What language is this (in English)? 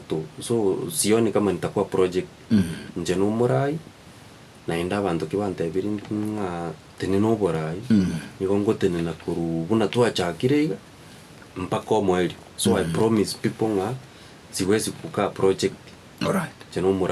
Gusii